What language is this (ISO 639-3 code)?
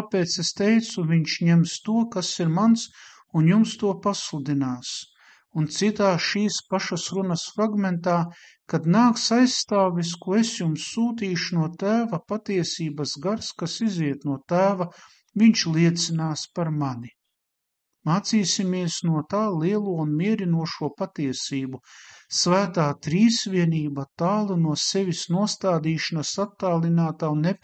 lav